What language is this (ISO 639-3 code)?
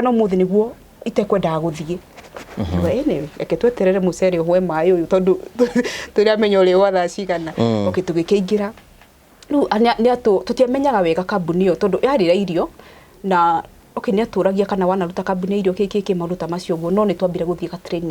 kik